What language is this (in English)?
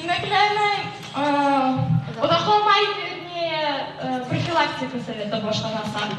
Bashkir